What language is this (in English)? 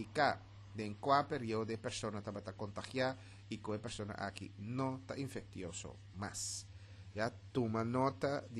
Papiamento